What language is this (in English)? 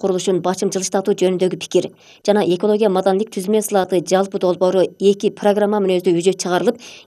Kyrgyz